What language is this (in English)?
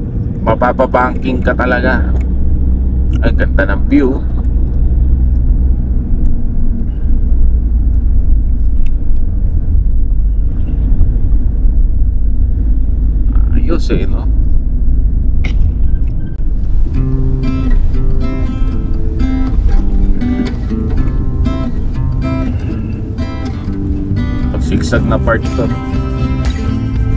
Filipino